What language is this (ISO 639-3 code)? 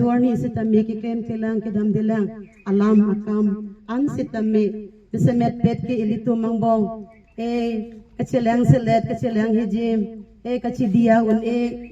mjw